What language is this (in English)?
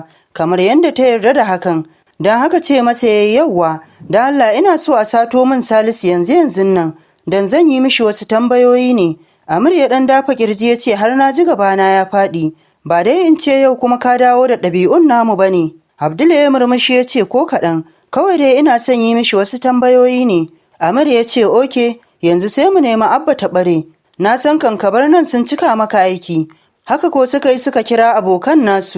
Hausa